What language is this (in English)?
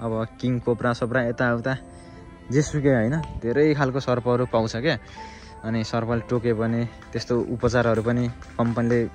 Nepali